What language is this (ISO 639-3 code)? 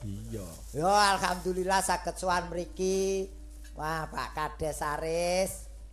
jav